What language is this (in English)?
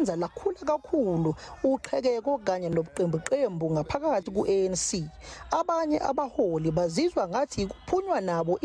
Zulu